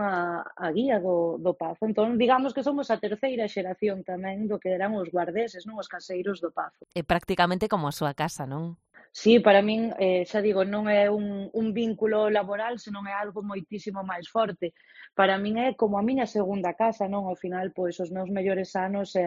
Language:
Galician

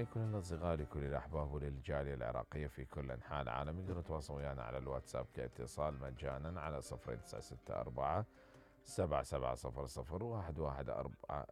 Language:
Mesopotamian Arabic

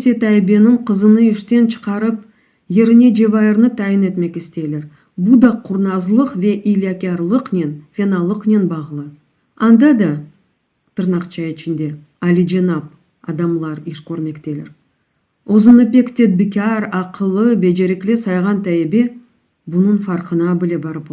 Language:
Crimean Tatar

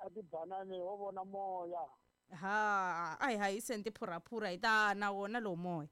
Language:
Tsonga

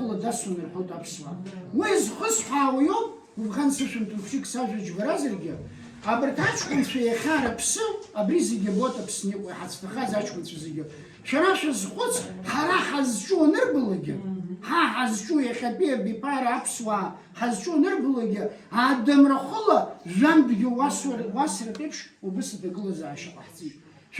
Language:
Abkhazian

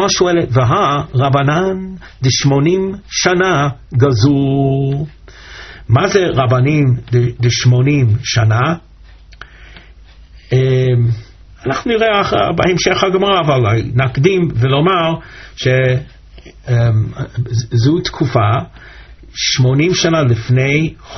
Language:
Hebrew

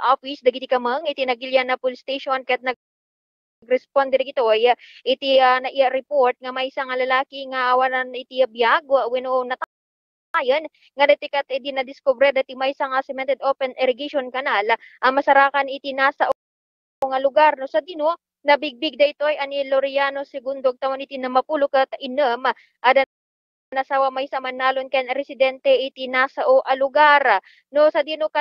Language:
Iloko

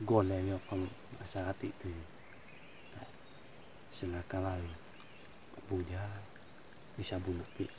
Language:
Lahu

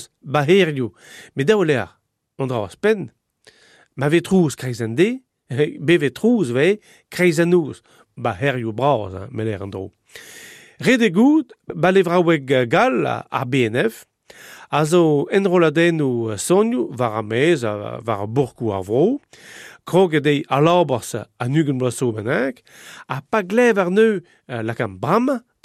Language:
Breton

